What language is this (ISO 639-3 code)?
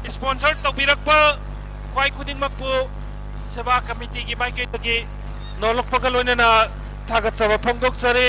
mni